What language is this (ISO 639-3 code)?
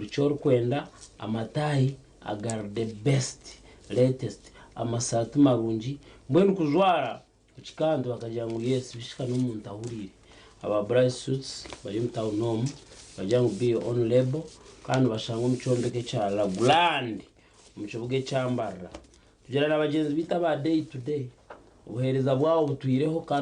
nyn